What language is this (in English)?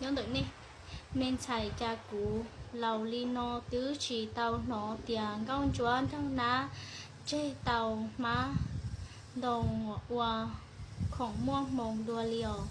Hmong